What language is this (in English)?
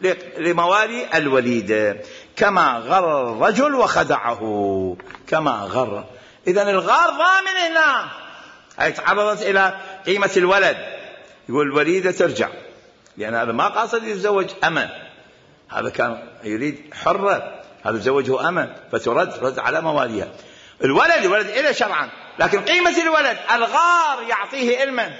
Mesopotamian Arabic